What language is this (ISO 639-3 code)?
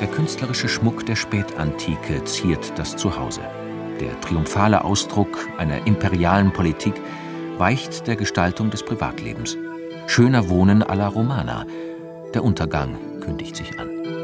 deu